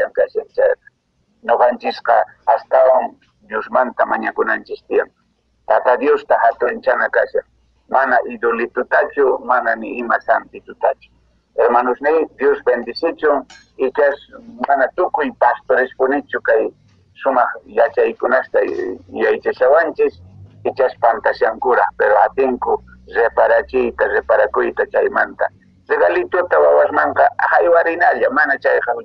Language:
Quechua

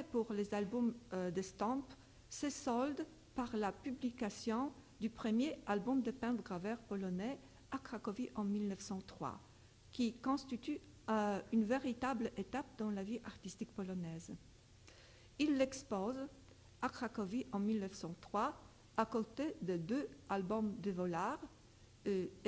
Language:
French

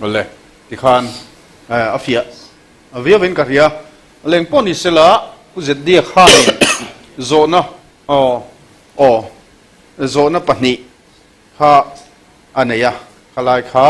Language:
Mizo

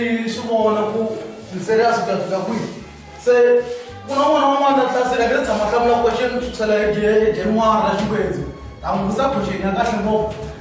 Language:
Tsonga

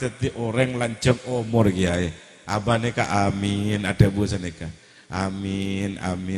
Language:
Madurese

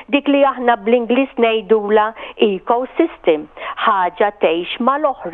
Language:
Maltese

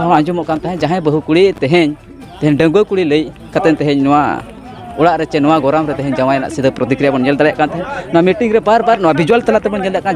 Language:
Santali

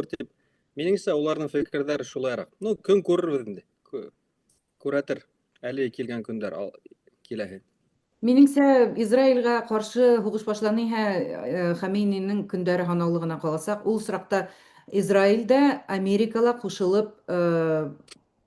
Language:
Bashkir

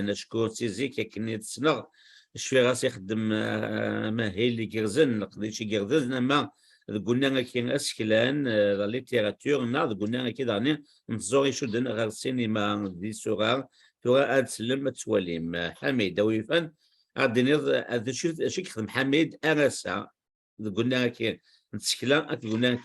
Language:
Kabyle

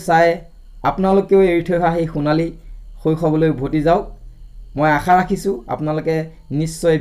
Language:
Assamese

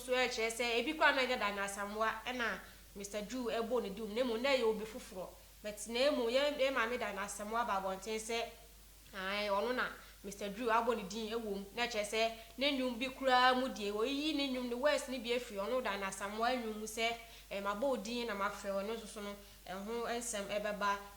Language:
Akan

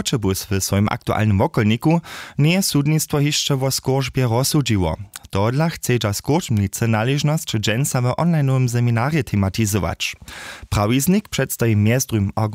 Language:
Upper Sorbian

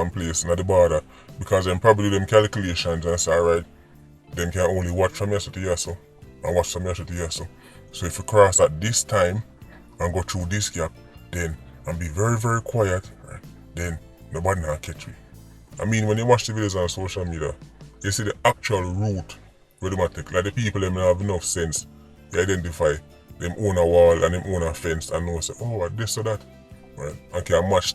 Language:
Jamaican Creole English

